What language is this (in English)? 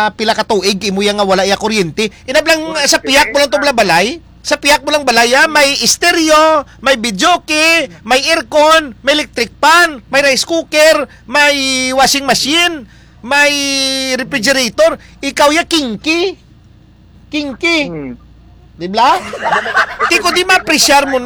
Hiligaynon